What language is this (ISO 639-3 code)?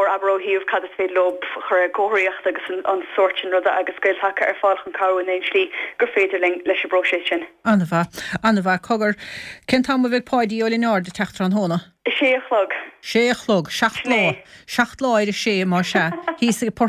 gle